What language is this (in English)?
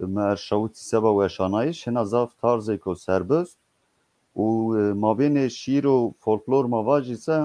Zaza